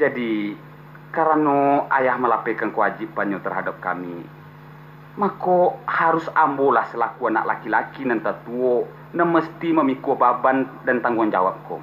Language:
Minangkabau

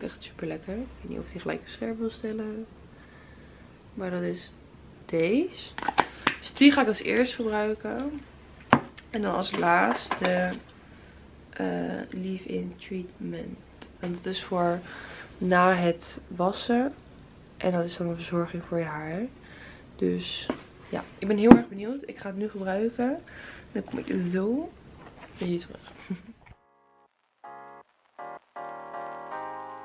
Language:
Dutch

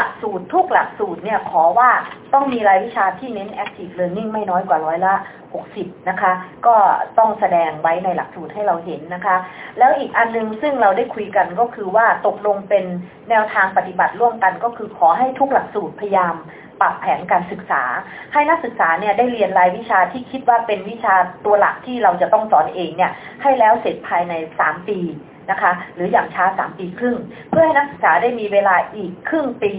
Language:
Thai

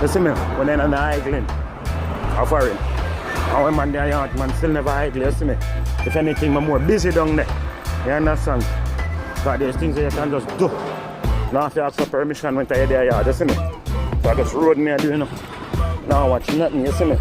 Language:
Jamaican Creole English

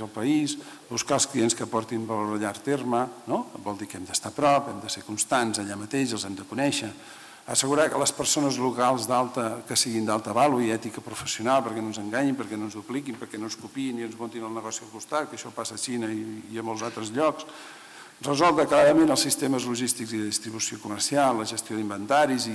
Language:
Catalan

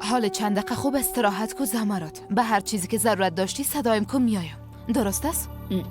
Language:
Persian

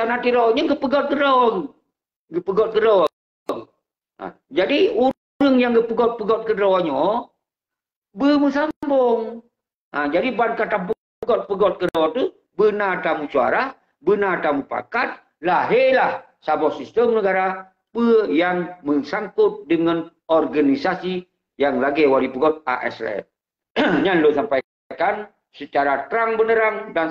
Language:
Achinese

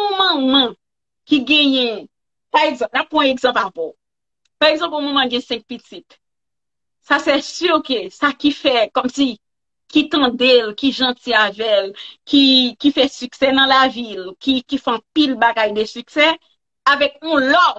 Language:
Haitian Creole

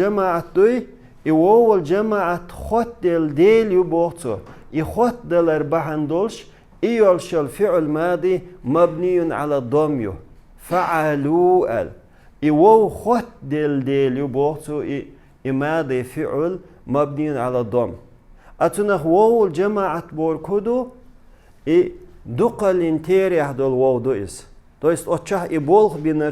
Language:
Chechen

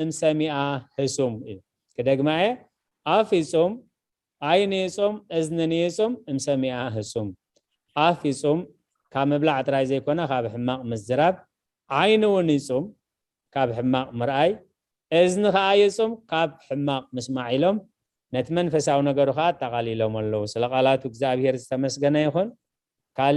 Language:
Tigrinya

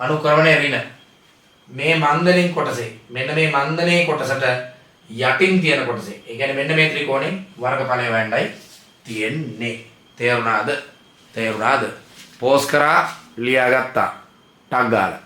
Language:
Sinhala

